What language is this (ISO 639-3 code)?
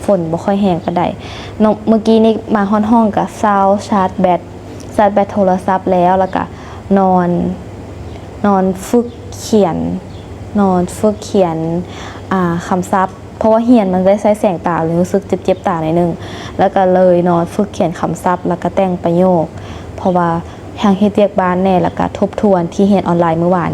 lao